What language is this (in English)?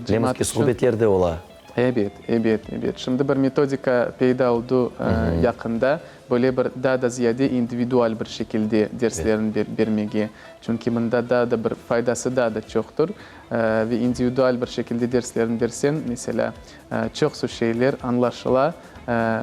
Crimean Tatar